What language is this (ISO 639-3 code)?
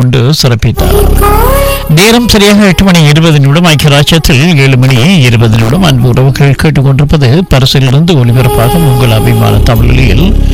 tam